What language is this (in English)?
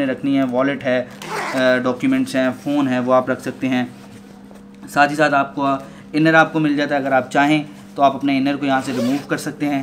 Hindi